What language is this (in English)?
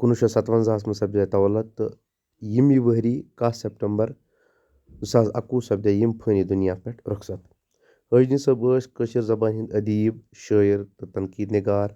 Kashmiri